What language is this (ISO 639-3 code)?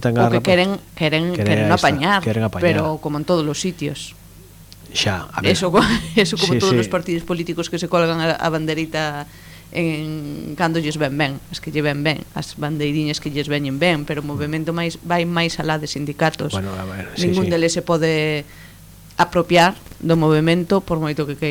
glg